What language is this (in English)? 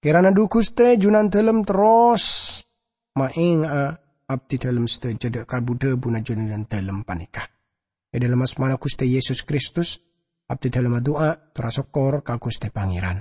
Madurese